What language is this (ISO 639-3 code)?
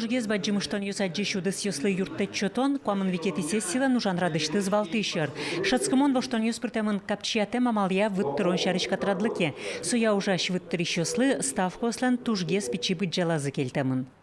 udm